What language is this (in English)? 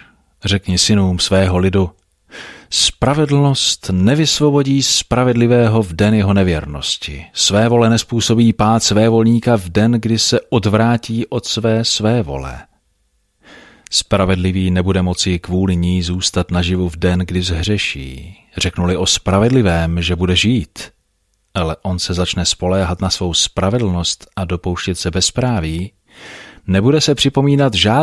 Czech